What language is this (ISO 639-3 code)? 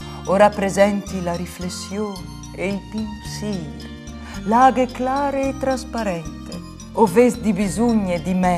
fur